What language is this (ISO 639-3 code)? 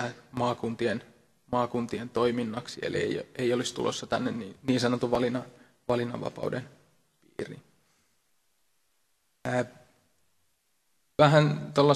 fin